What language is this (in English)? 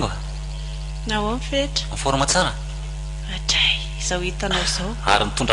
Malagasy